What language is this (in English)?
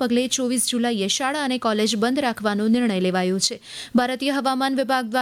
Gujarati